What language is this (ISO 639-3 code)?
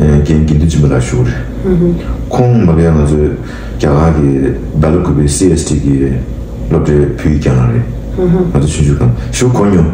bod